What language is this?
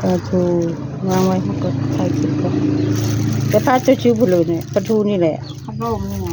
Northeastern Thai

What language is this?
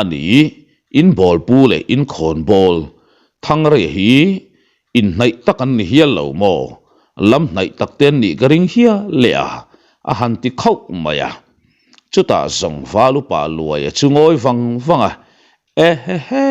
Mizo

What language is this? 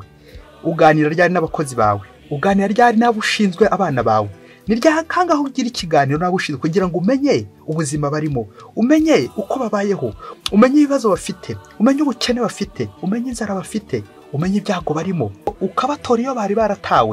Kinyarwanda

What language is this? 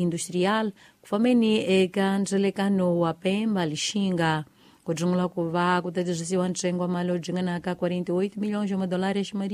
Tsonga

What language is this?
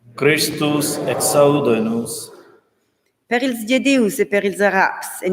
Romansh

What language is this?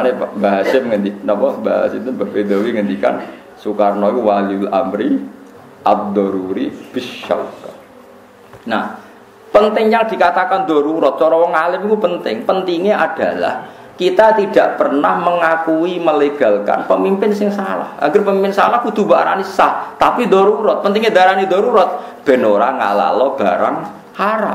Javanese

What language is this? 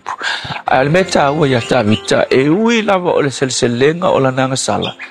Samoan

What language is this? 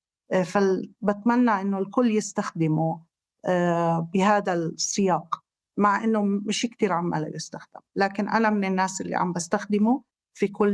North Levantine Arabic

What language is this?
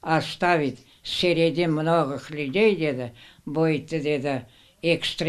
Crimean Tatar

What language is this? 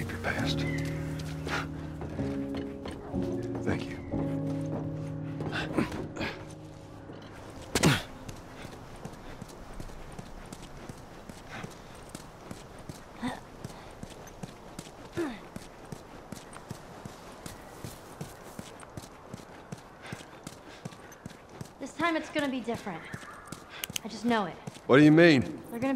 English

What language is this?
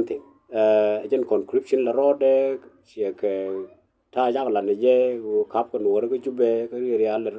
Nuer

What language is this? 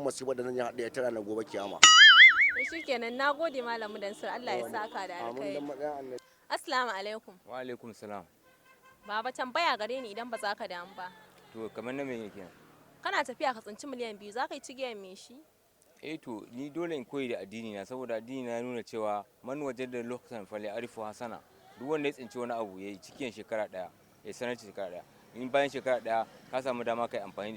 Hausa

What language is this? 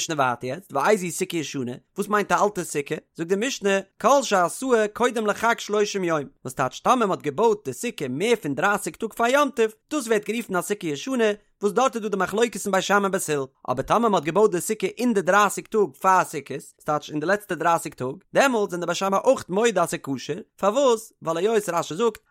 Yiddish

